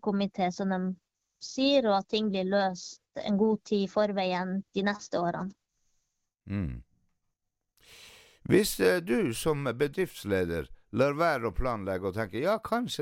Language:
Norwegian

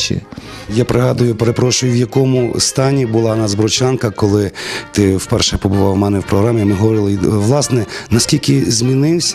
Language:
Ukrainian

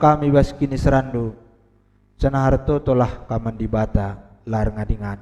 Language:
Batak Karo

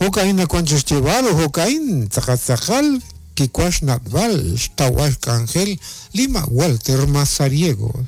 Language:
Kekchí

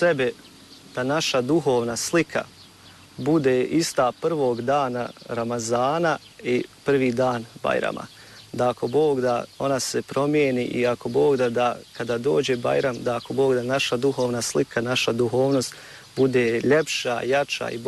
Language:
Bosnian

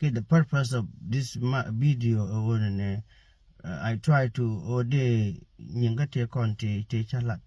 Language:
Nuer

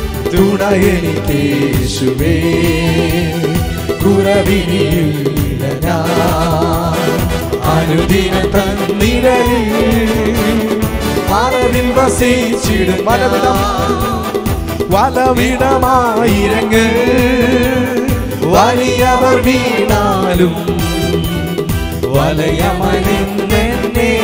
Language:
Malayalam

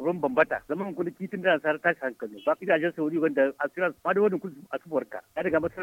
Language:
Zarma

